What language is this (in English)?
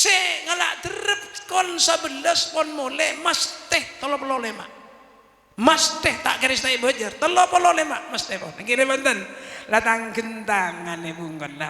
Madurese